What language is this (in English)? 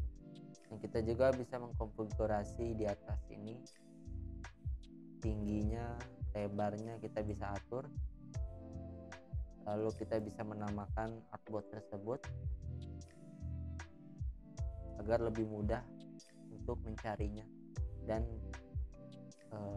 Indonesian